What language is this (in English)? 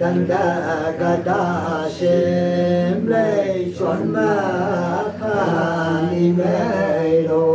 Tangkhul Naga (India)